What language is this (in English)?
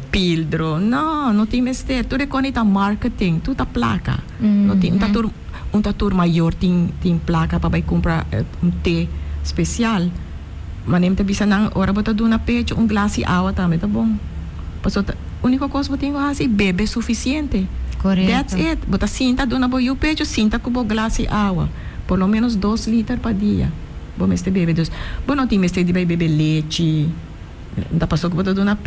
Papiamento